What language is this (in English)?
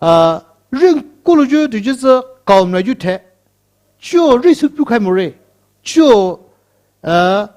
Poumei Naga